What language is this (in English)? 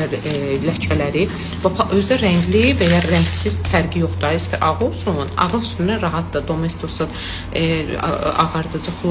Azerbaijani